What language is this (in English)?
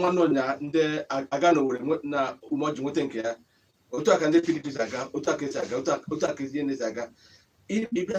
Igbo